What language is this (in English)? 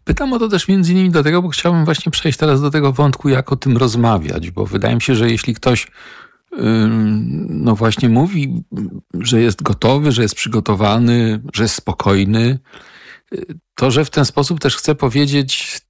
Polish